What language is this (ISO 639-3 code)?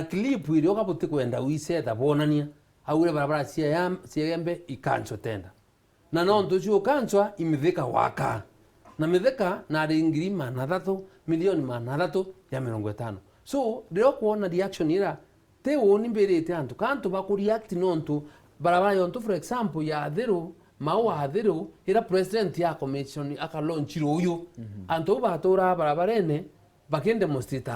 mer